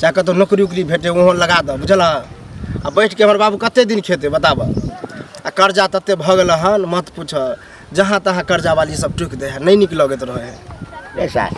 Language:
Maithili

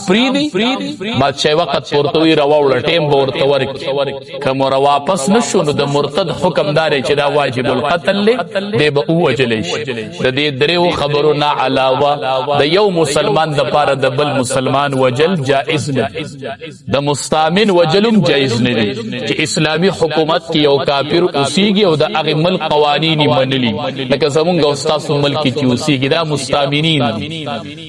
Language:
Pashto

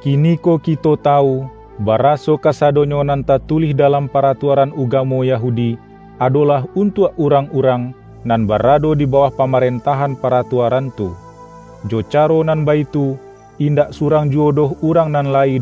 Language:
Minangkabau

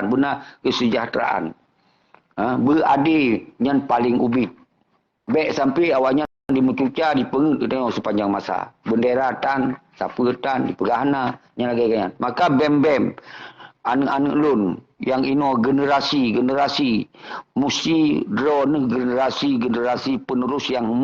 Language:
Achinese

